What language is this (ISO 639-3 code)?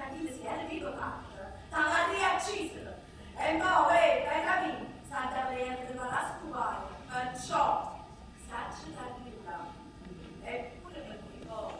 nap